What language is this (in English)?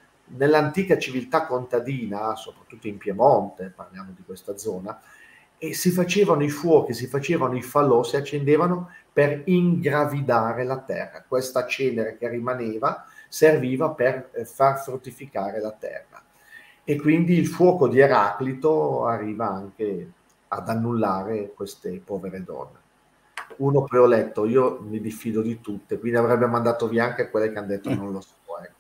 Italian